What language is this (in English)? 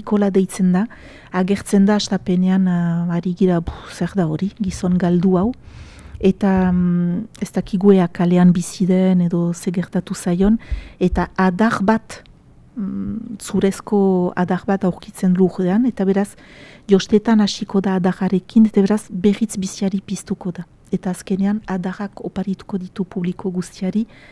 Basque